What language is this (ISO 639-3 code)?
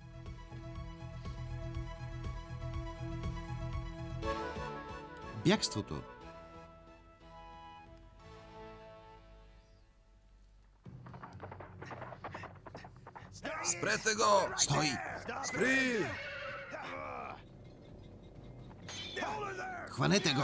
bul